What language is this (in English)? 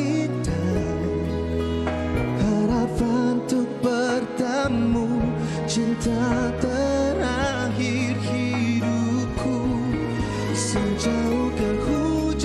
Malay